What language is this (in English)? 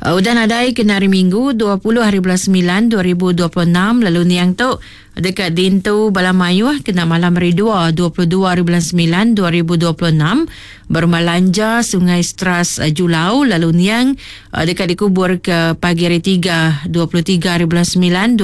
Iban